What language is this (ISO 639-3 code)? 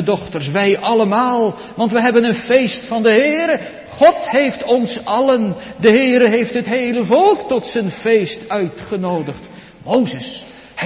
nld